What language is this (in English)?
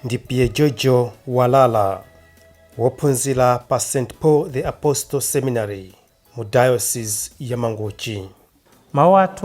Nyanja